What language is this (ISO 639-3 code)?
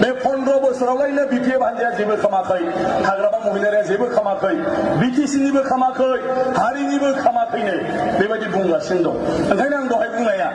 brx